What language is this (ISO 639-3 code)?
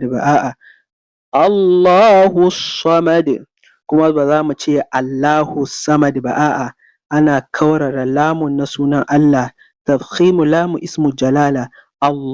hau